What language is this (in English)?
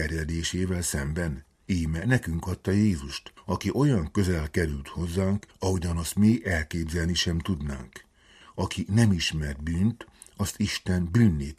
Hungarian